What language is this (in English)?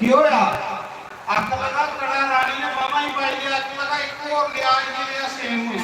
Dogri